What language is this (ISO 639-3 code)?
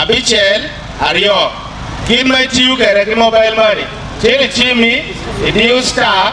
ach